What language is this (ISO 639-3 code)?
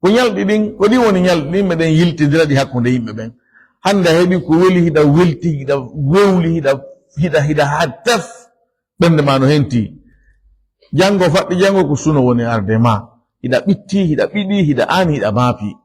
ful